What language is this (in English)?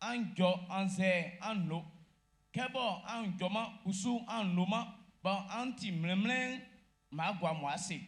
Baoulé